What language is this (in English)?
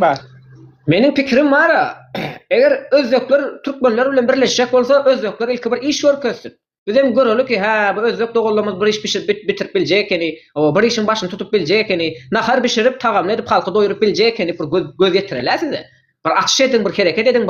Turkmen